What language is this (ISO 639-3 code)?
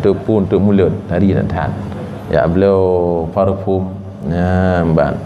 ace